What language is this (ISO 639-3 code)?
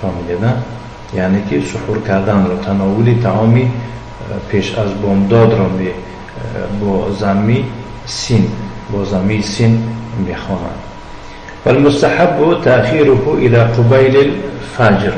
tgk